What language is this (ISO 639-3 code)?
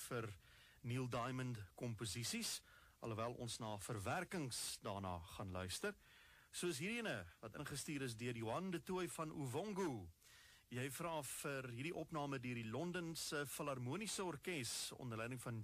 afr